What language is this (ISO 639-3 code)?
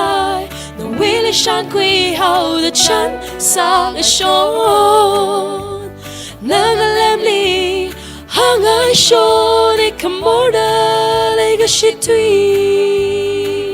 nmf